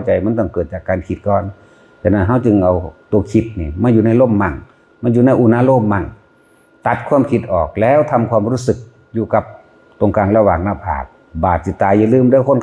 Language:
Northeastern Thai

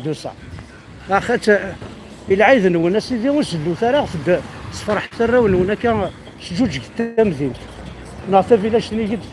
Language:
Kabyle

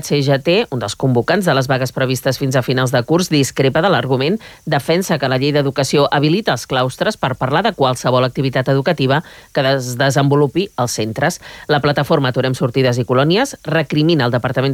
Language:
Catalan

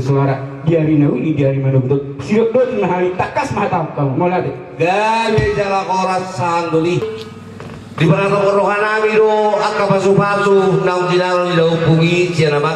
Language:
Batak Toba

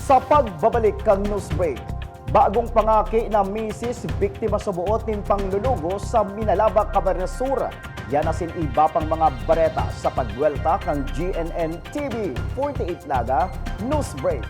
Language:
Bikol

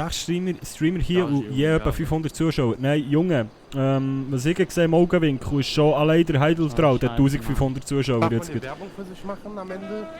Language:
Swiss German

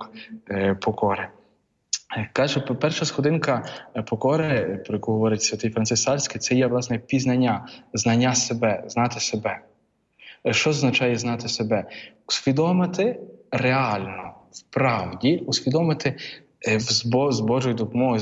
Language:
Ukrainian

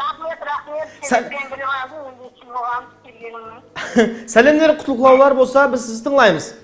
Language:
Kara-Kalpak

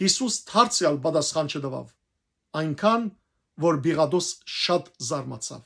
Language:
Western Armenian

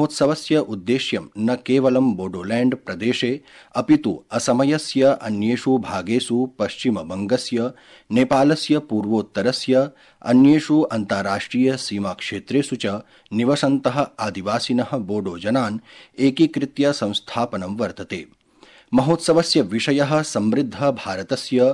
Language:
Sanskrit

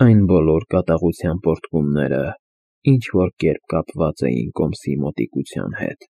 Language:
Armenian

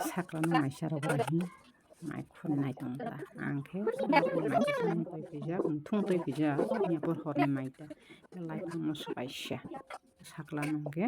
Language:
Kok Borok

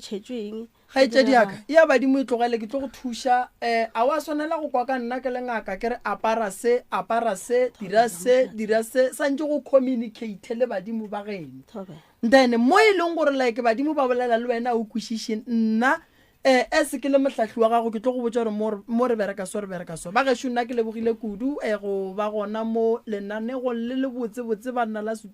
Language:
Northern Sotho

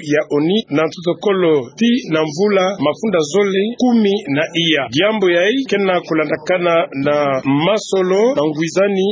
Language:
Kituba (Democratic Republic of Congo)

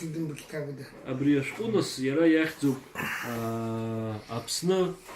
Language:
Abkhazian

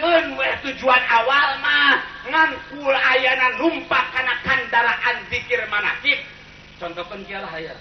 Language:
Sundanese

